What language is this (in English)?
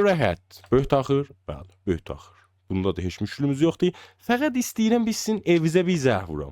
South Azerbaijani